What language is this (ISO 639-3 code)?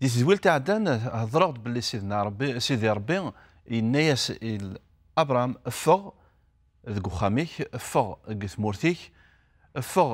kab